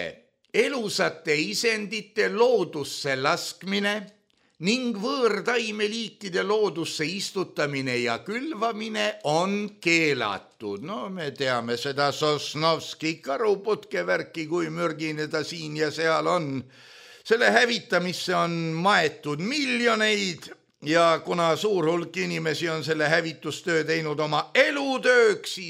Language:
Estonian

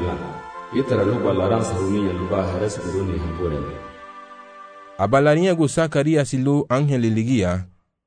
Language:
Garifuna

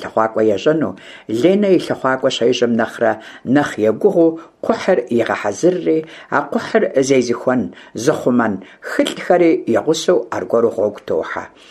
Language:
Kabardian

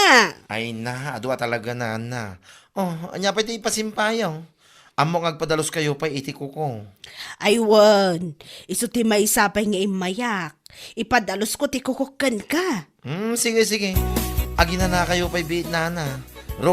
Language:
Iloko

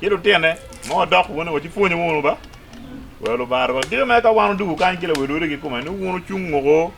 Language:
Acoli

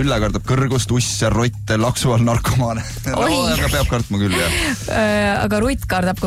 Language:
Estonian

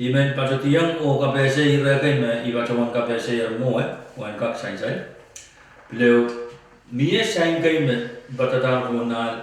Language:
Pohnpeian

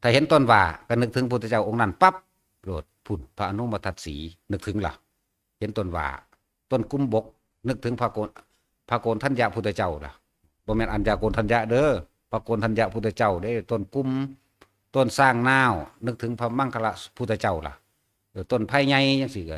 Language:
Northeastern Thai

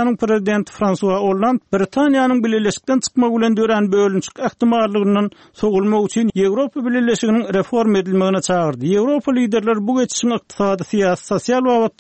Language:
Turkmen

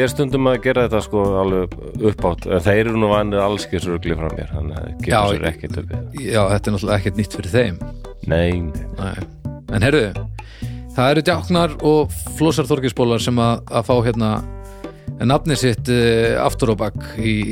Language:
Icelandic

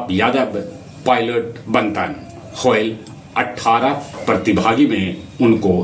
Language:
Magahi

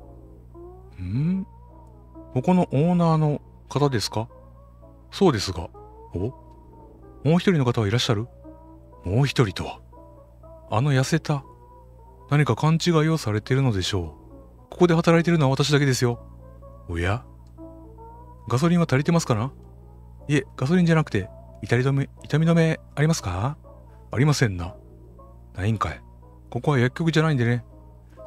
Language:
Japanese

